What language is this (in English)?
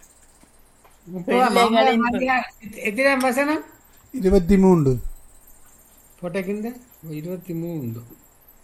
Tamil